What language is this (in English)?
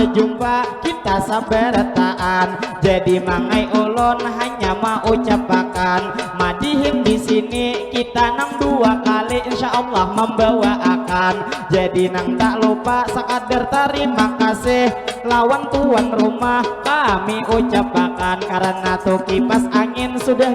Banjar